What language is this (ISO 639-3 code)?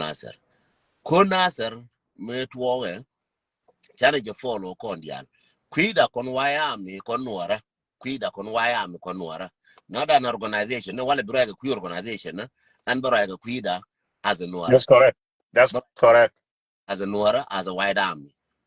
nus